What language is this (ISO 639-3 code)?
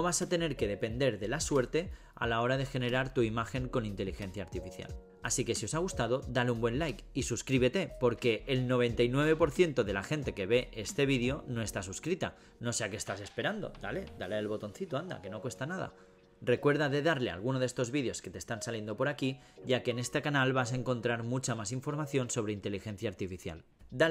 spa